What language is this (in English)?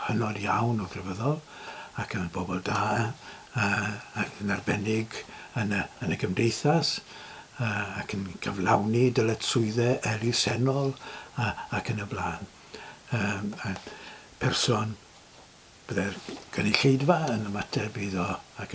Welsh